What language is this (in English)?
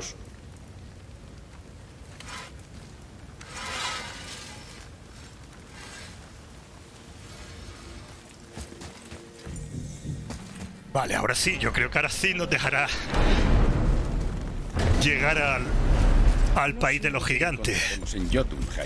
Spanish